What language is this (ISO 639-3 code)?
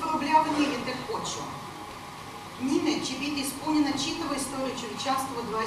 srp